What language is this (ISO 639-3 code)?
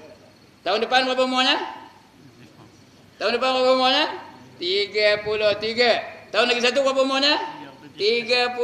msa